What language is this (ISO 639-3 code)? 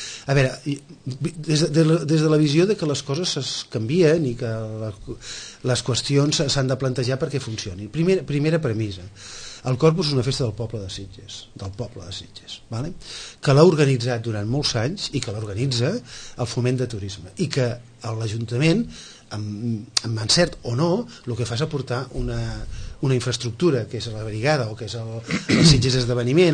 cat